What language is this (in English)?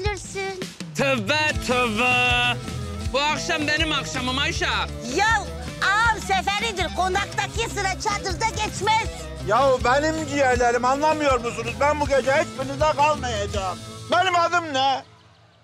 Turkish